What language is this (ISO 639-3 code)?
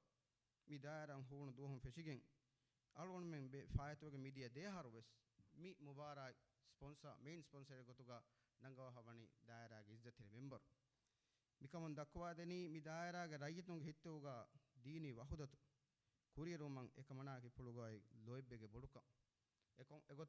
div